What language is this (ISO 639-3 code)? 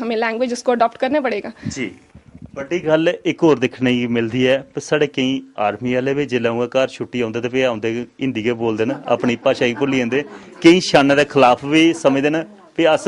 doi